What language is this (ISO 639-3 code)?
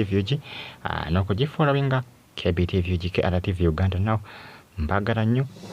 lug